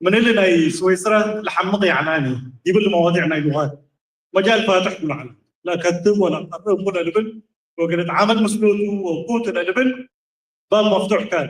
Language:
Tigre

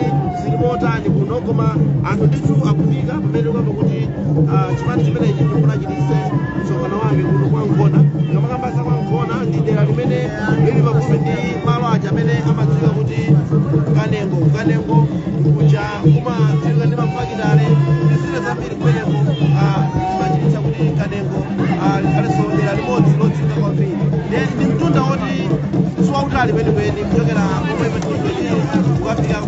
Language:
Nyanja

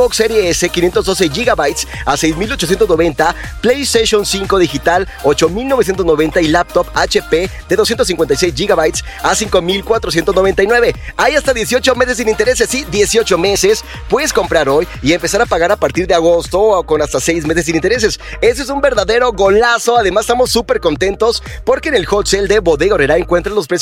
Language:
Spanish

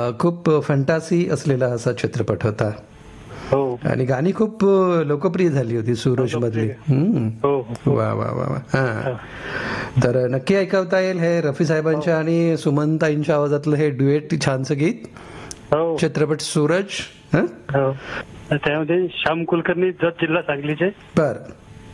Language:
Marathi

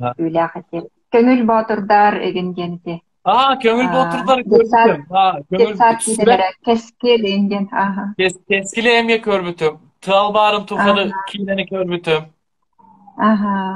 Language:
Yakut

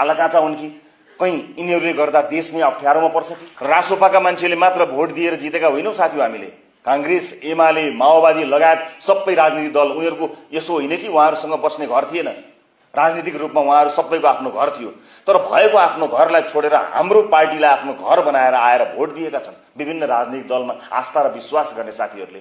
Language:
Nepali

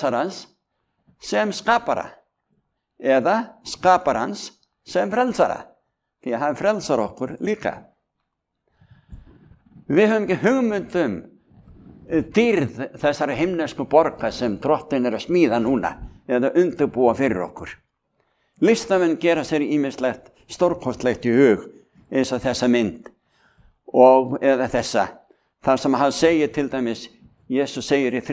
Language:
Icelandic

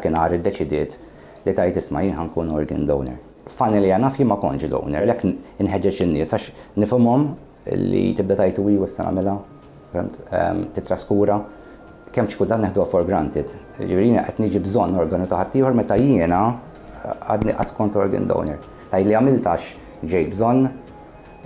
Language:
Maltese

